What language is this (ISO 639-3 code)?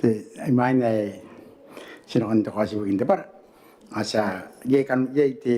gil